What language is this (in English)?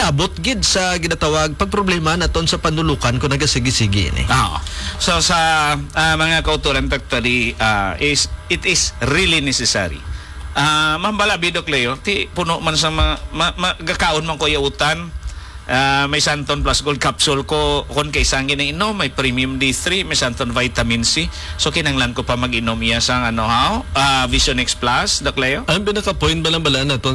Hiligaynon